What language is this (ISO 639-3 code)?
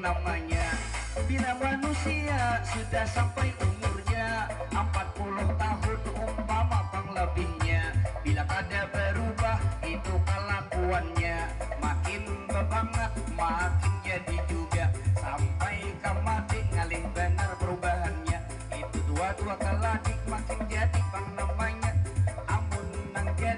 bjn